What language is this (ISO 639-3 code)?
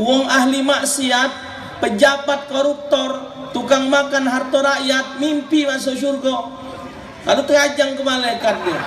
mui